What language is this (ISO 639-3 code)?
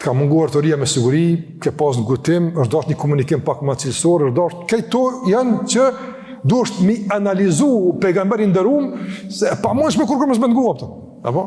sqi